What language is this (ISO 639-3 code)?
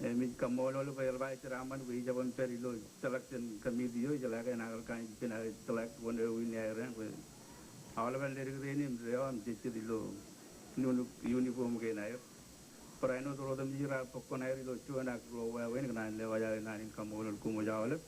mah